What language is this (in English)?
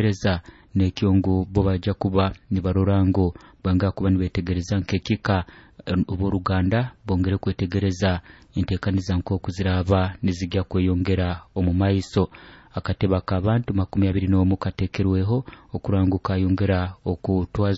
Nyoro